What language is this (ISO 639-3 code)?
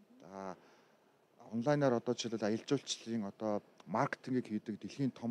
mon